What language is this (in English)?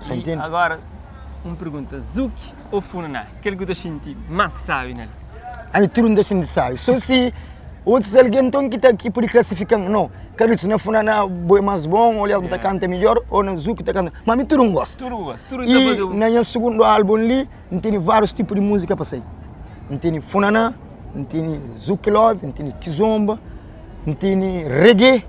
Kabuverdianu